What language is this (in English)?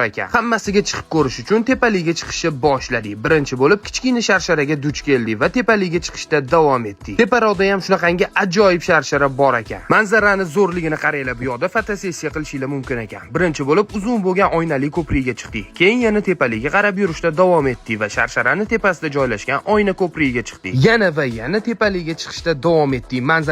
Uzbek